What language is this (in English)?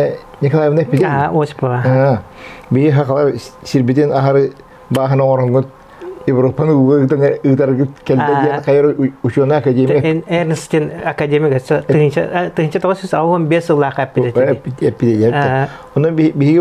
Yakut